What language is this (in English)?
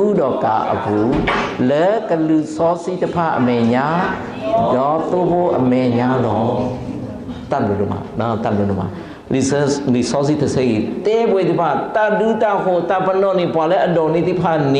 S'gaw Karen